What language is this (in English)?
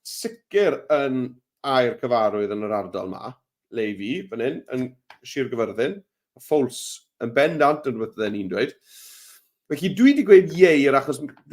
Welsh